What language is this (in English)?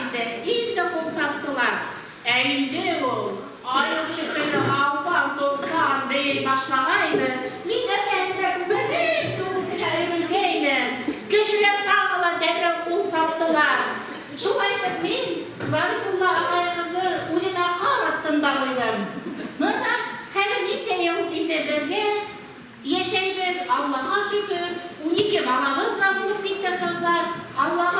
Bashkir